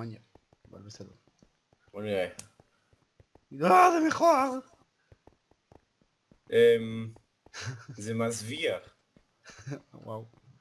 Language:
Hebrew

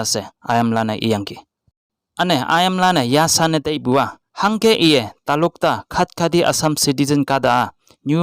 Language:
Konyak Naga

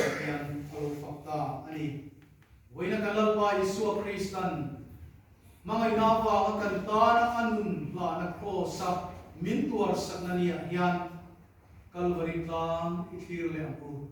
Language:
Mizo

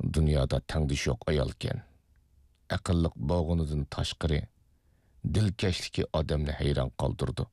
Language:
Uyghur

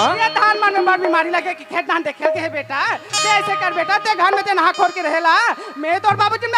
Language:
Chhattisgarhi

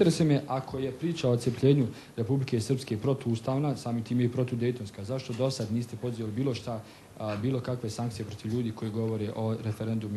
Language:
Bosnian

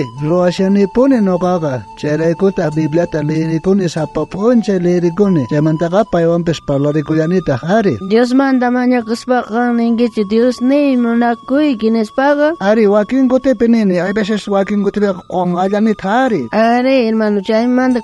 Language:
South Bolivian Quechua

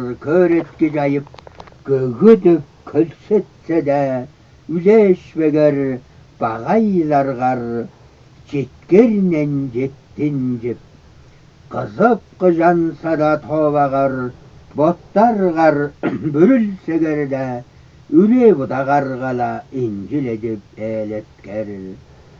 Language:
Tuvinian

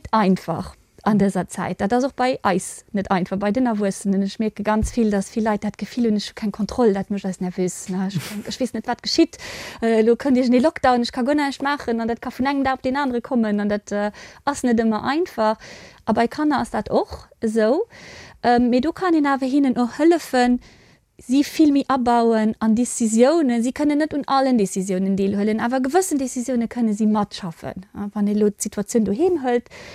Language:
Luxembourgish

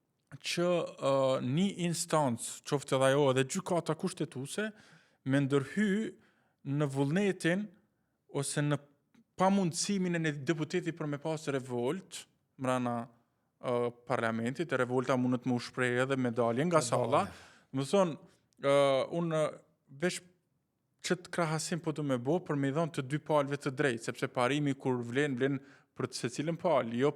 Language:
Albanian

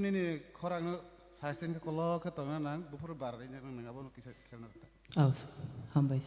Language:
Kok Borok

